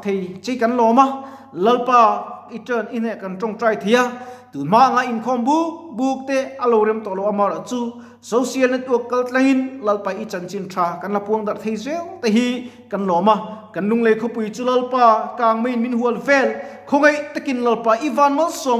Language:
Mizo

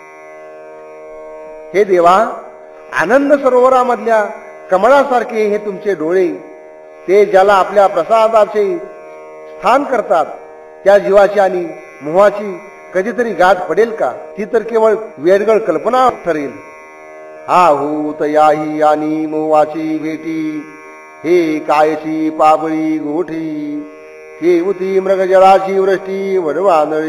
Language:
Marathi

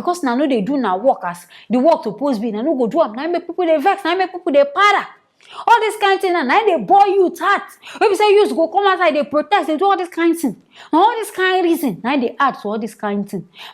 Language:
Nigerian Pidgin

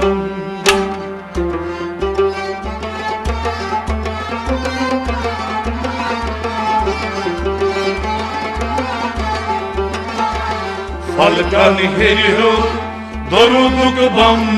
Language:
Kashmiri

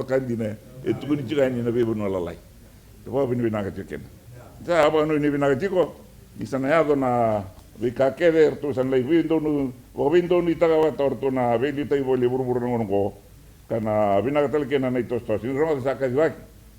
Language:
Fijian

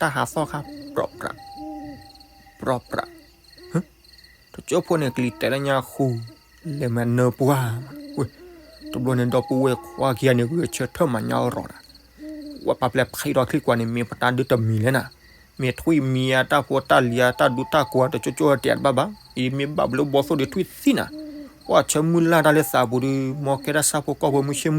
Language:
S'gaw Karen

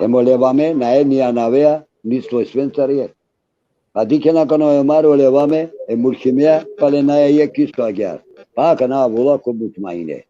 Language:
Balkan Romani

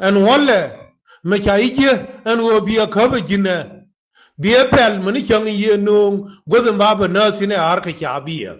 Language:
Nuer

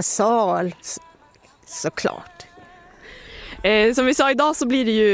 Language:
Swedish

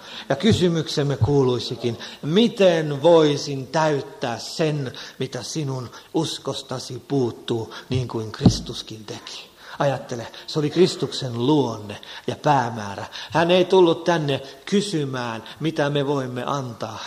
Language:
Finnish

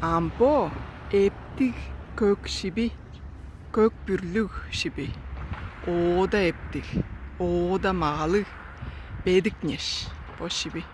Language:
Tuvinian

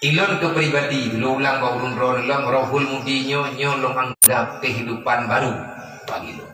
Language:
Achinese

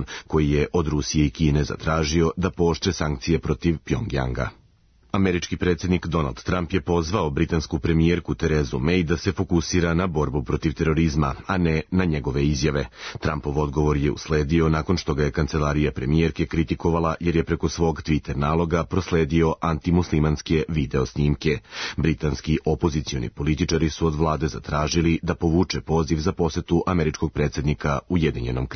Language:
Serbian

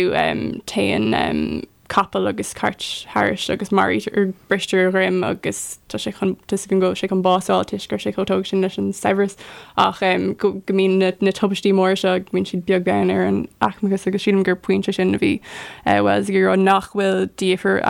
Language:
Irish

